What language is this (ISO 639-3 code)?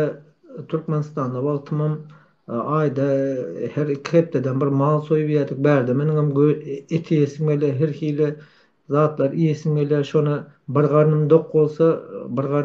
tuk